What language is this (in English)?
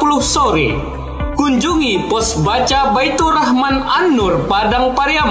Indonesian